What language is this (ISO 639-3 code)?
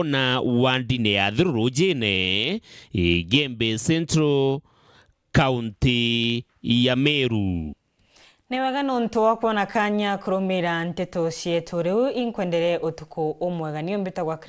mer